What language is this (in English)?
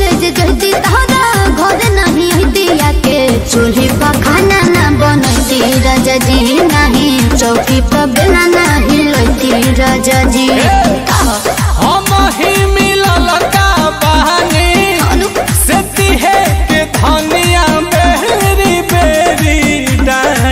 Bhojpuri